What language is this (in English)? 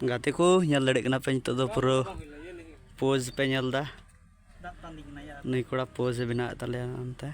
Santali